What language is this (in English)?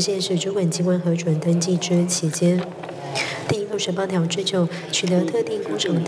Chinese